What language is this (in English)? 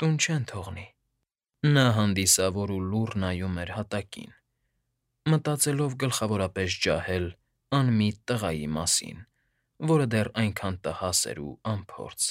Armenian